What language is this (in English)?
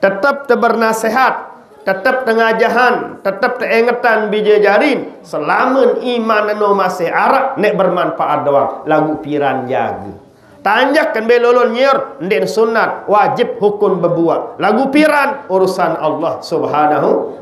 Sasak